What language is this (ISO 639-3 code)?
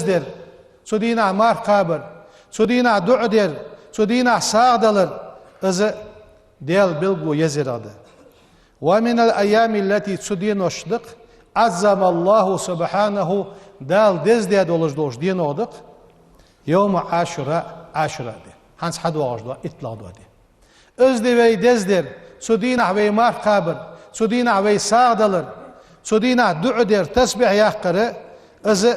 inh